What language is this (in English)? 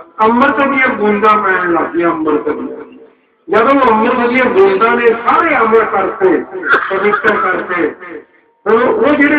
Punjabi